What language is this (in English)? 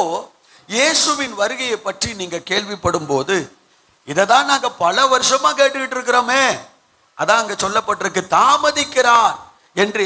Tamil